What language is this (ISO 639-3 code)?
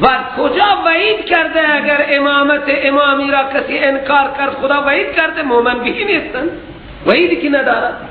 fas